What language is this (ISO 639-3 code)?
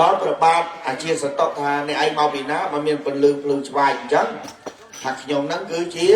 khm